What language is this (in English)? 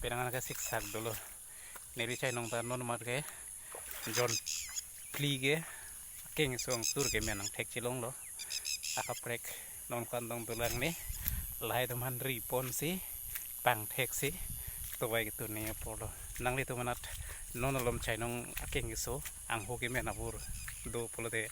Karbi